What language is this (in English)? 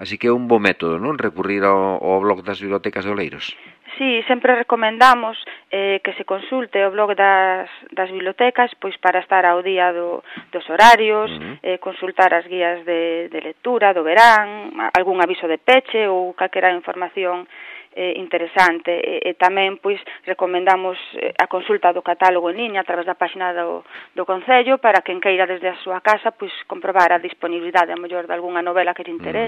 Galician